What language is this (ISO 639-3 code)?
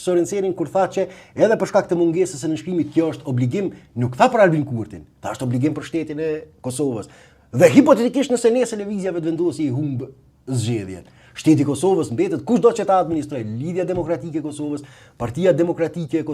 sqi